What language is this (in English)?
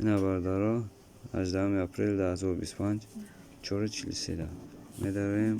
Tajik